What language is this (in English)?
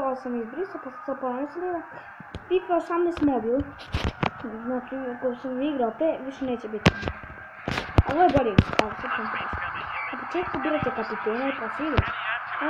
Croatian